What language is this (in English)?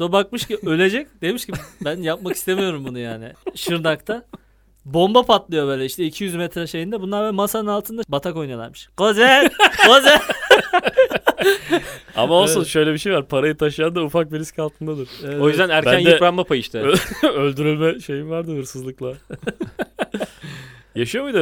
Turkish